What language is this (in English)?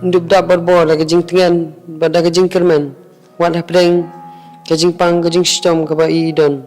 Khasi